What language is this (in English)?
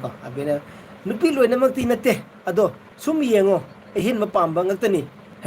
Manipuri